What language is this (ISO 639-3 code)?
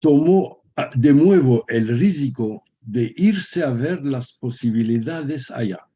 lad